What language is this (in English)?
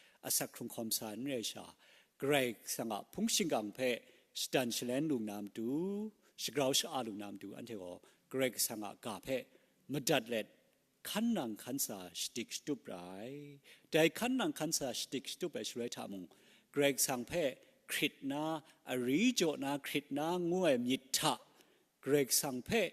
Kachin